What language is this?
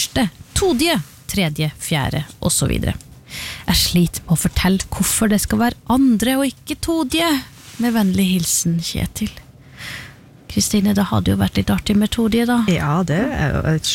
Norwegian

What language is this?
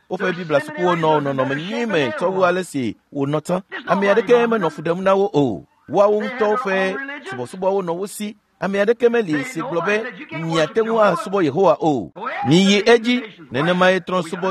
Ewe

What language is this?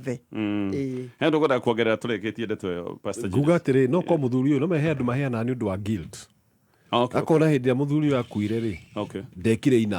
Kikuyu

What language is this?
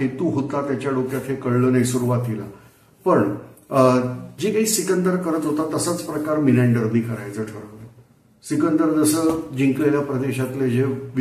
Marathi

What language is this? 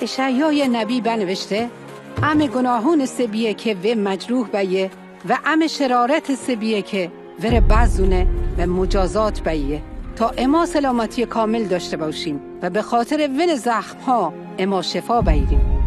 Mazanderani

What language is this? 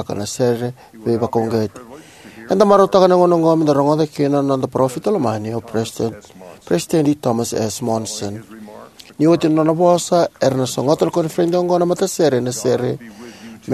Fijian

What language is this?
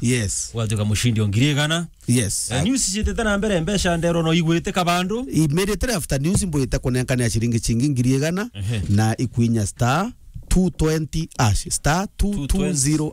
Meru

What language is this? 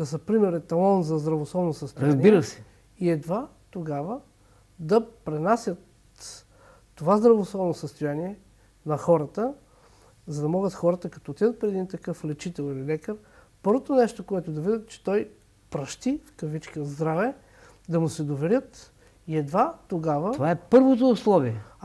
Bulgarian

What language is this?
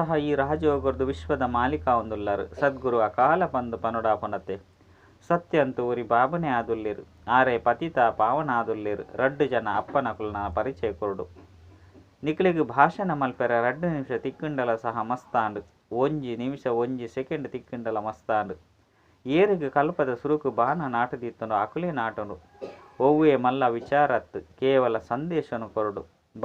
Tulu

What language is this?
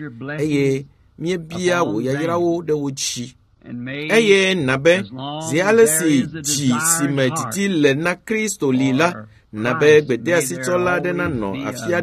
Ewe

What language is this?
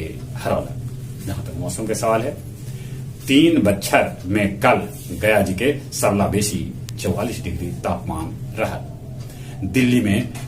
Magahi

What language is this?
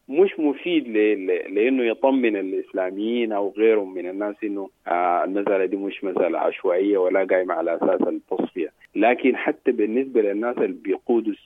Sudanese Arabic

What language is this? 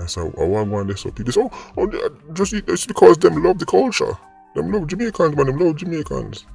Jamaican Creole English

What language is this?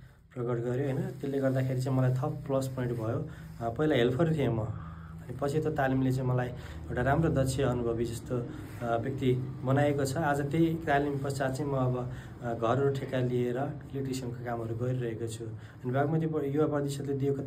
Nepali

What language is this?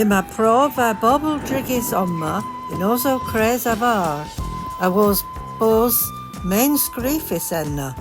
Cornish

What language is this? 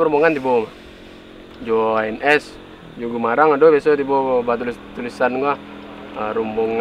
Minangkabau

